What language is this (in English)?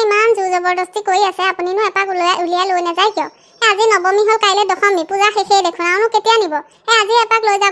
Assamese